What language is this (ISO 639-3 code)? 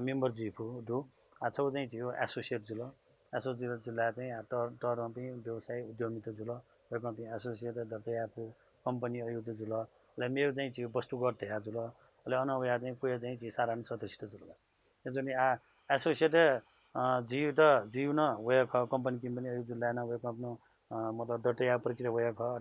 new